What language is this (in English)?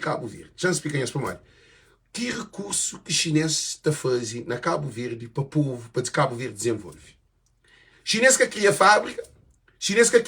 Kabuverdianu